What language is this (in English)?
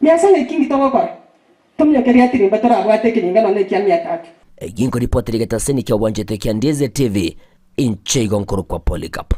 Gusii